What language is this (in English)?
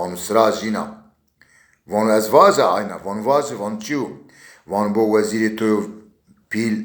Zaza